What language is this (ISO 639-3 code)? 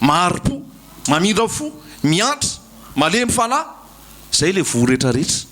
mlg